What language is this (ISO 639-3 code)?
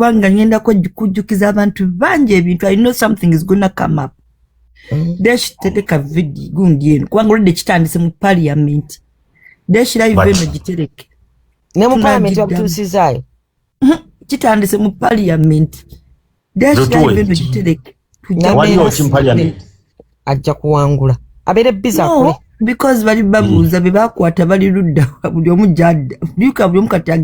lug